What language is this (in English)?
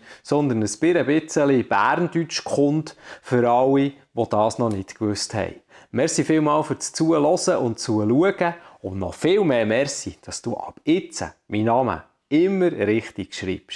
Swiss German